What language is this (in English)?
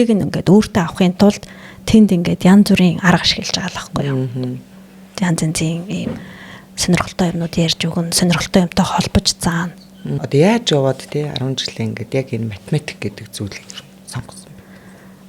Mongolian